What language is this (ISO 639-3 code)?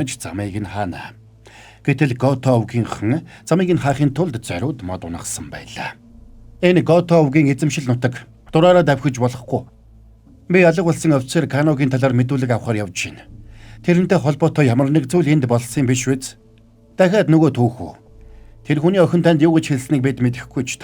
mon